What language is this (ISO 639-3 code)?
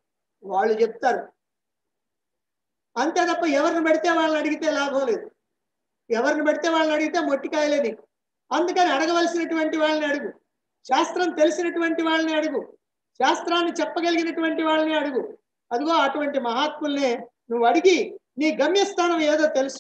tel